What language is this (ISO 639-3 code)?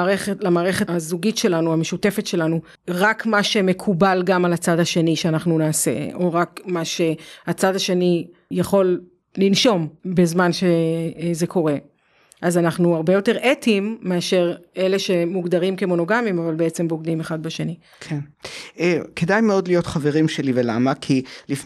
heb